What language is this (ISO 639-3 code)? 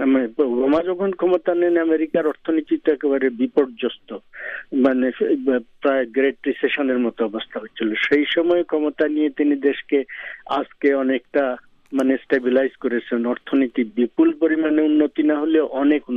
ben